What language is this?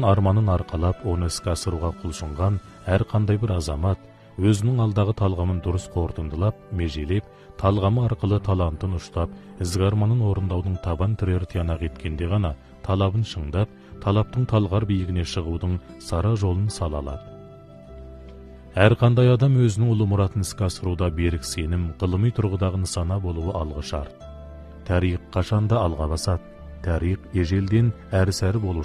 Kazakh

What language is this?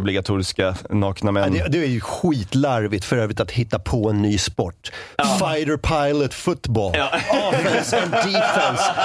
Swedish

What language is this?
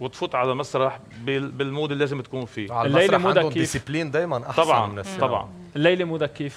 North Levantine Arabic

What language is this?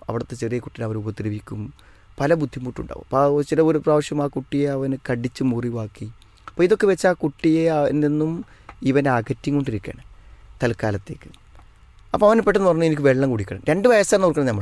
Malayalam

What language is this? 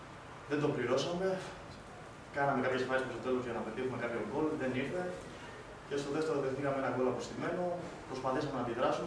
Greek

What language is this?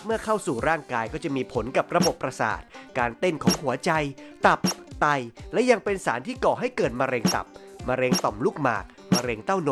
Thai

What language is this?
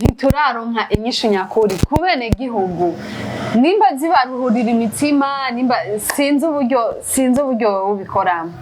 Rundi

